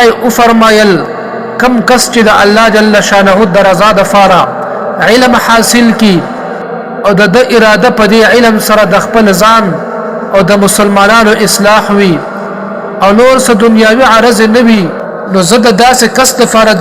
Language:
Pashto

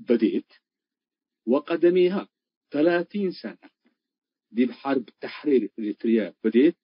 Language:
Tigre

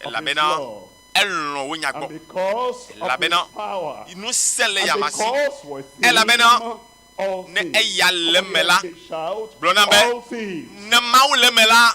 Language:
Ewe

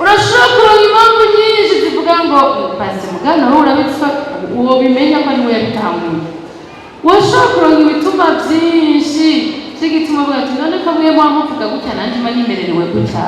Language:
Rundi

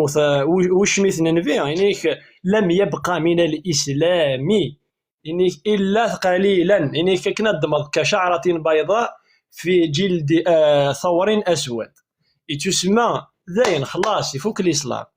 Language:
Kabyle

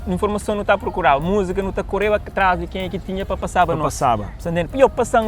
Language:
Kabuverdianu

